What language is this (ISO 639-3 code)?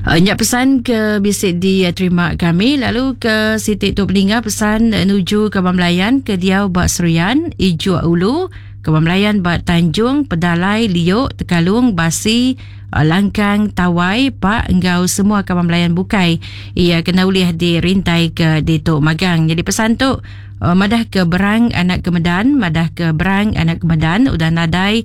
iba